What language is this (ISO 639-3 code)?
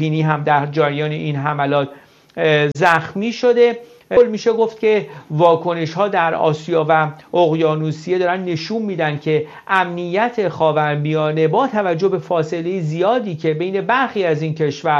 fas